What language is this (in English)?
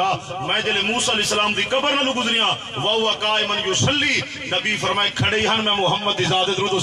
Saraiki